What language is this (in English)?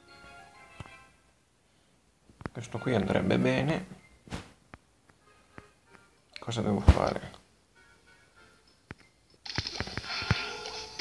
Italian